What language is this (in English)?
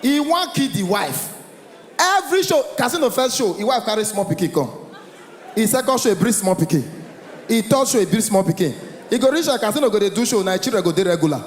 Nigerian Pidgin